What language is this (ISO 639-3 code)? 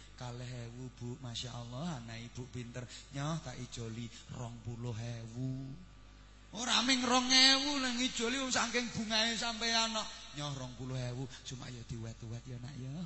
jav